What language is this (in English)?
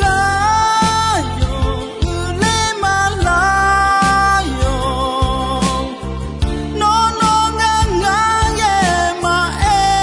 Akha